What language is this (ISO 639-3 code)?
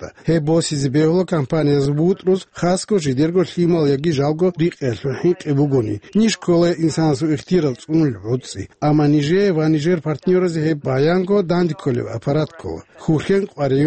ava